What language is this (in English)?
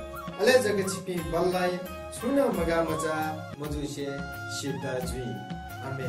Newari